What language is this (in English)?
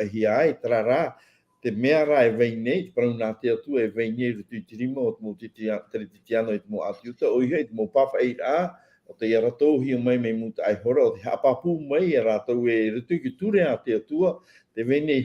Tahitian